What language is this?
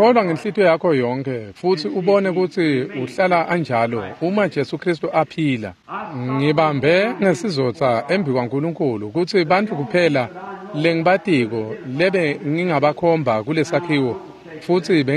Swati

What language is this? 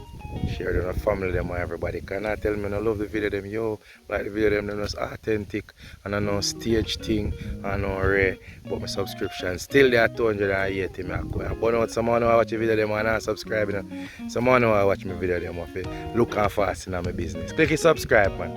Jamaican Creole English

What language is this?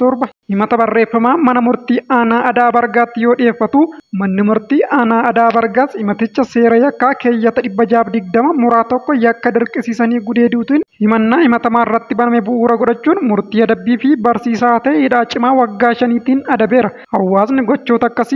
Oromo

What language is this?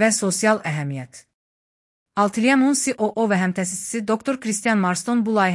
Azerbaijani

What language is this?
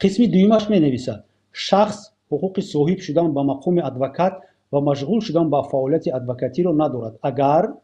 Tajik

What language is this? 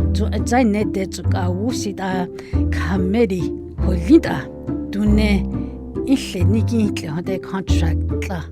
Dogrib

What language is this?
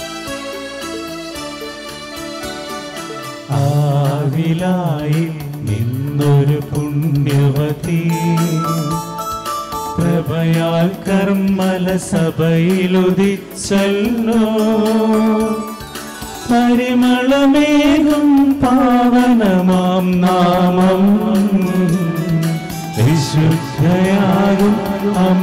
Malayalam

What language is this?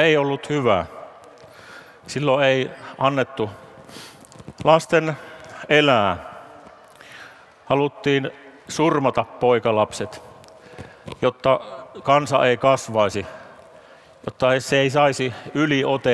Finnish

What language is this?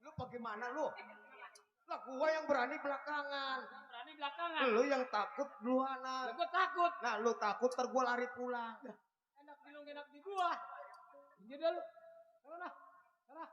Betawi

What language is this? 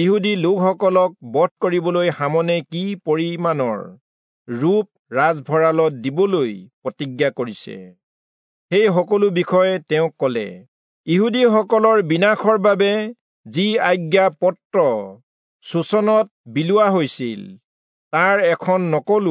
Assamese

